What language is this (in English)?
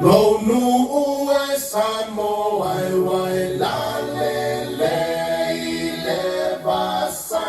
Samoan